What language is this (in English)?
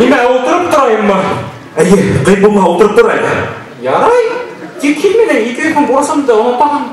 Bashkir